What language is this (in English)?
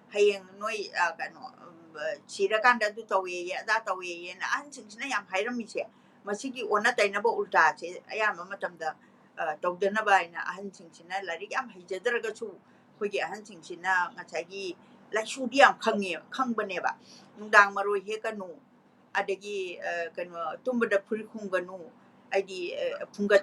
Manipuri